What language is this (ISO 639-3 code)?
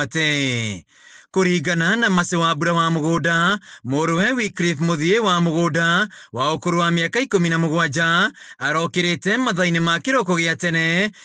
kik